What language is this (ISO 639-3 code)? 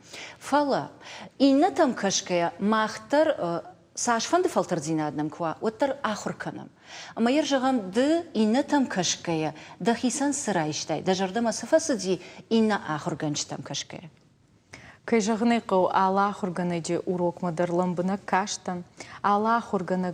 oss